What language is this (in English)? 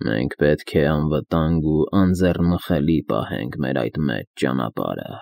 Armenian